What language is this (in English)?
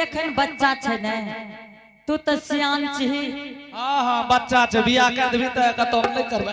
Angika